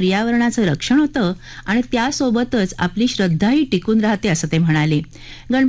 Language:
Marathi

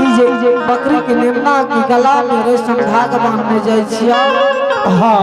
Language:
Angika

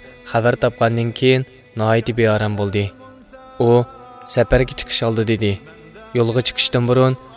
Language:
Uyghur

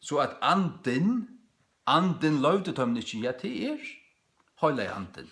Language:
Faroese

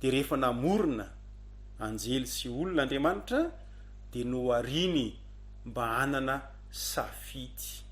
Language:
Malagasy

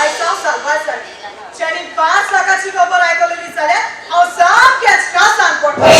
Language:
Konkani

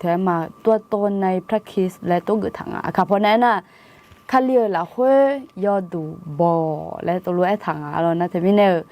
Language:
Akha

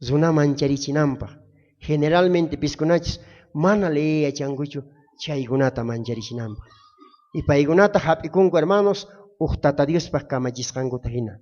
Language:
South Bolivian Quechua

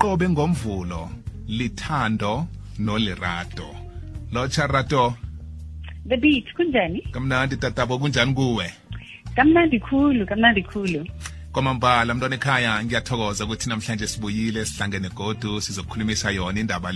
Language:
South Ndebele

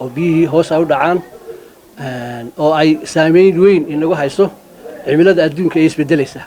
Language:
Somali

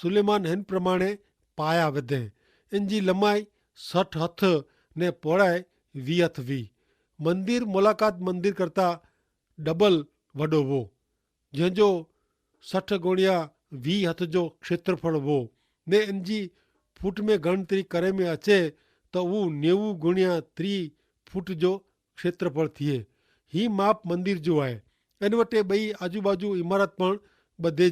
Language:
Kachhi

